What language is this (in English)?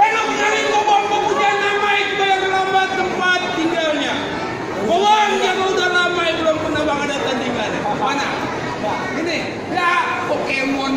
Betawi